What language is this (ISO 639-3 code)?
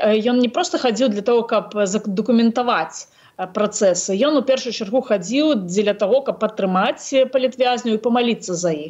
bel